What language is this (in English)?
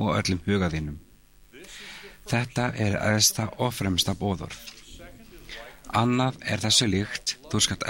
Icelandic